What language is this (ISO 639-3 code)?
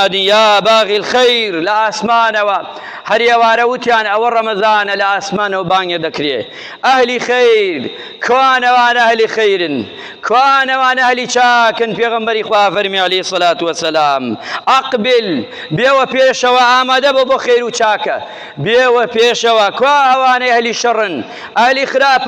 ckb